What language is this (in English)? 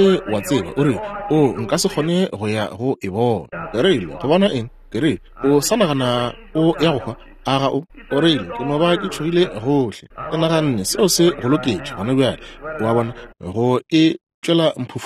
Northern Sotho